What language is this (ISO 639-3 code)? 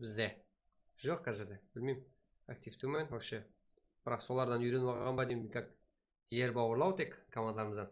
kaa